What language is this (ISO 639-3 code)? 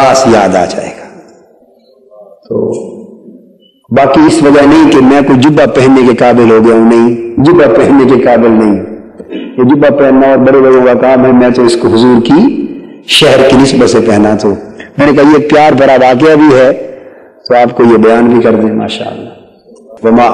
urd